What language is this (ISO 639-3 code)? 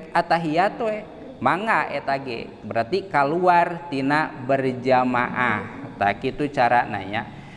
sun